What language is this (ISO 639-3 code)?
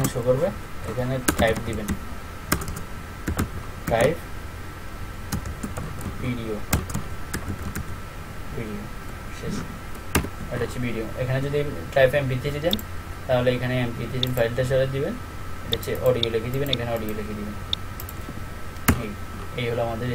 ben